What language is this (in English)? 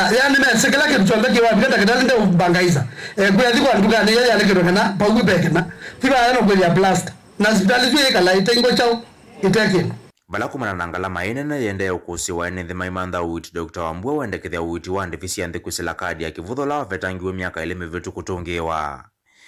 Kamba